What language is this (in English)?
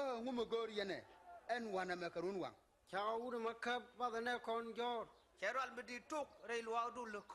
Nuer